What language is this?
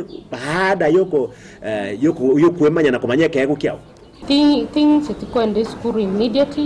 Gusii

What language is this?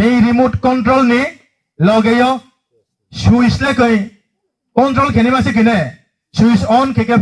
Riang (India)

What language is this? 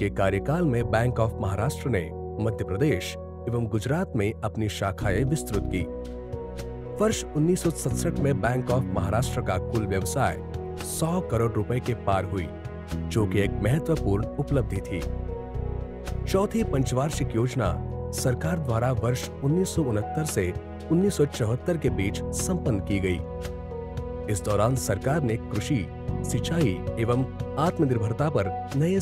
Hindi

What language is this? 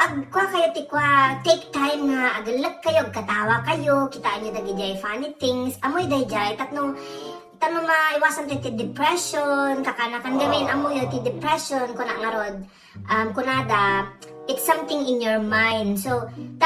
Iloko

